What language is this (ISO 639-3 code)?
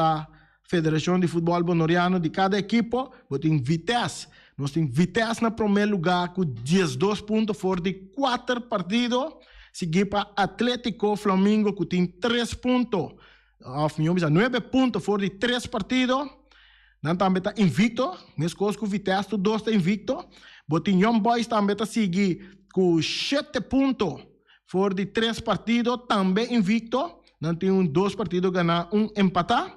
pap